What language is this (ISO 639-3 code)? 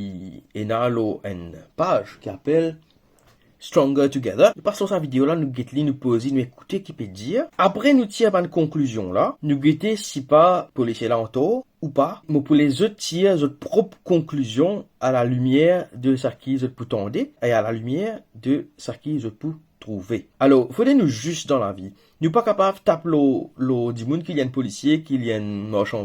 mfe